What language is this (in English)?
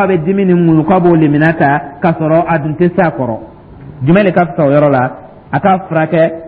Dyula